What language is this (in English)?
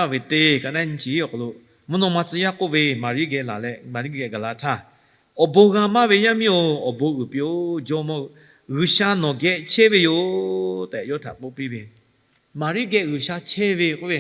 Lahu